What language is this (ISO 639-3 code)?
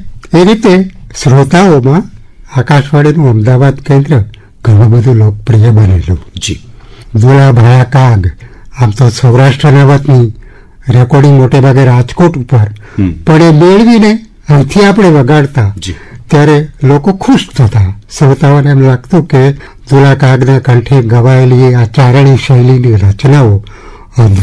guj